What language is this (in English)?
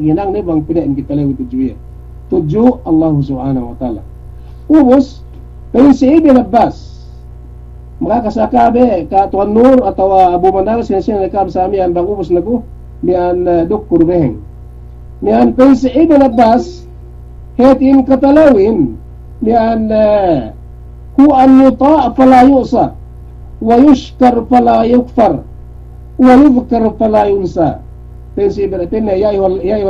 Yakan